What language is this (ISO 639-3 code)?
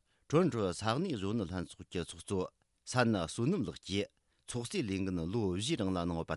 bod